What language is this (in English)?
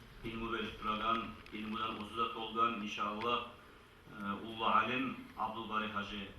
Kumyk